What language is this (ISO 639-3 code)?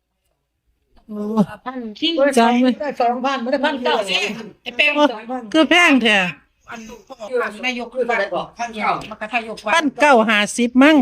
tts